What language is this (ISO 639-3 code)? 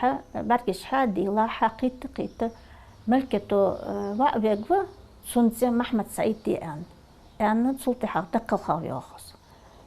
inh